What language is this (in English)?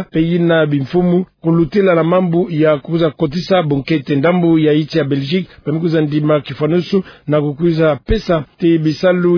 Kituba (Democratic Republic of Congo)